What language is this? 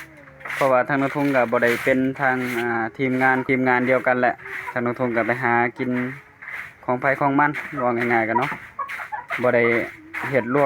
Northeastern Thai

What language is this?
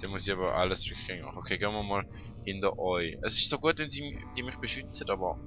Swiss German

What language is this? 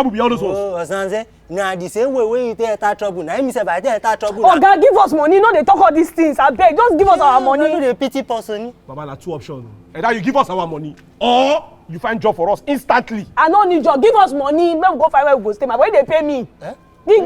Nigerian Pidgin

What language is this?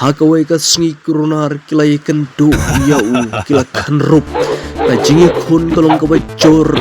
Khasi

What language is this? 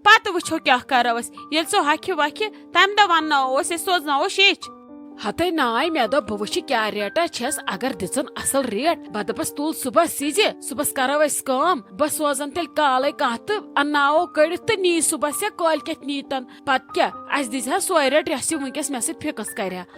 Kashmiri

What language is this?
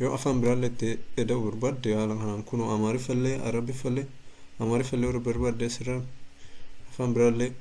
Oromo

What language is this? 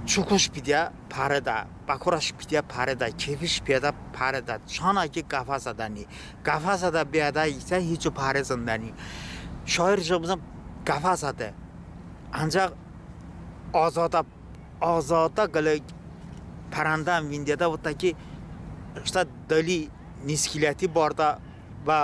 Talysh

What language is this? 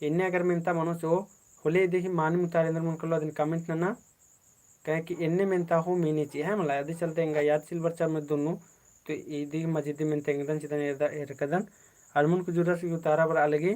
Kurukh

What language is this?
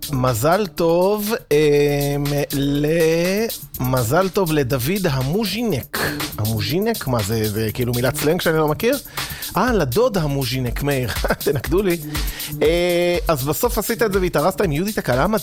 Hebrew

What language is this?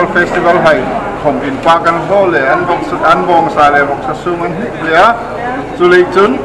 Hmar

